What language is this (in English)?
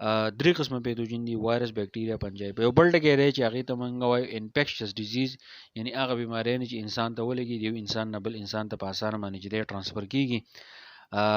Pashto